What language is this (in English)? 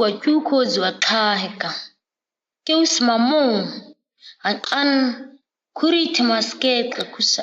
ǁGana